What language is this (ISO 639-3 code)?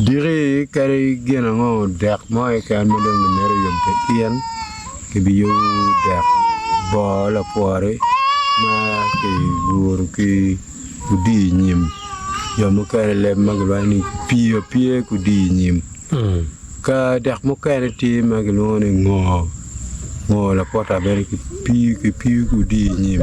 ach